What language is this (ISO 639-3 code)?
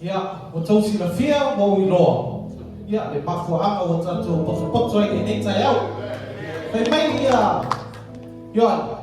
smo